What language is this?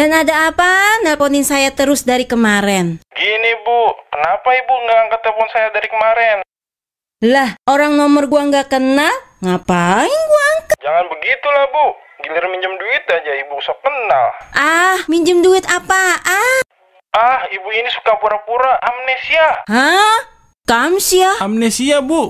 Betawi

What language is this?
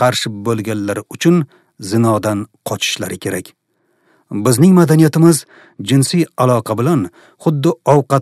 Uzbek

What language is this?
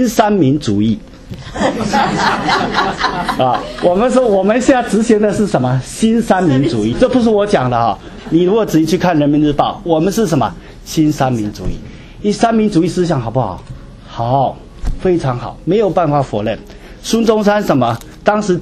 Chinese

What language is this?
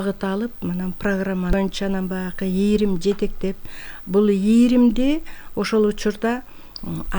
Kyrgyz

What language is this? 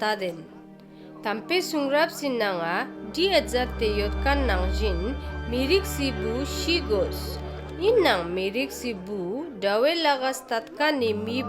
Ladakhi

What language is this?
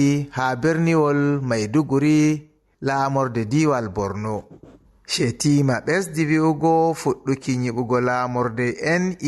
Fula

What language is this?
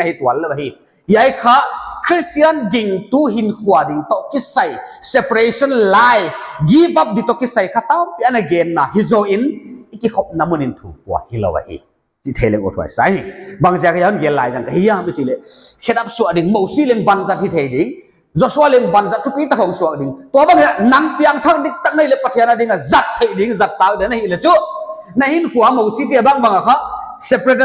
Paite Chin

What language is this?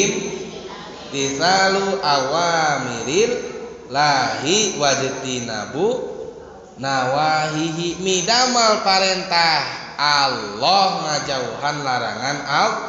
Sundanese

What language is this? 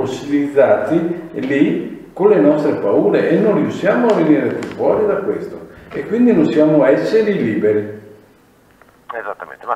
Italian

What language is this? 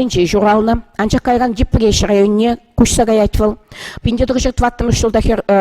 Chuvash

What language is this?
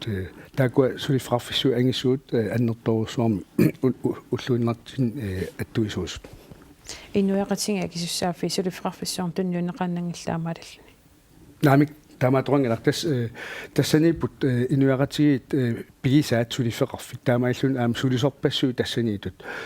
Kalaallisut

